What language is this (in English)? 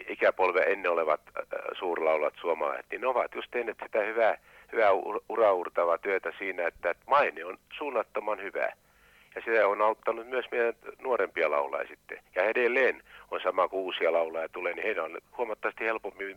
Finnish